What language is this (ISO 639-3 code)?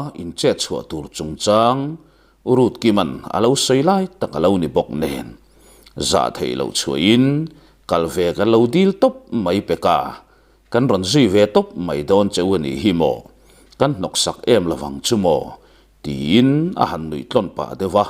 lus